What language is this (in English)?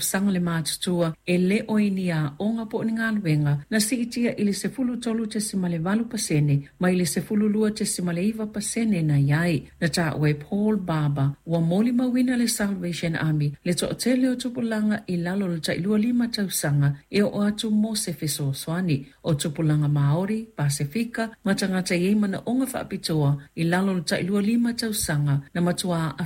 Samoan